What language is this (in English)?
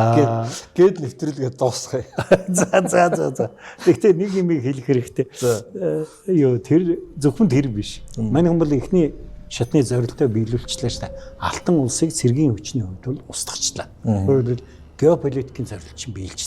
Mongolian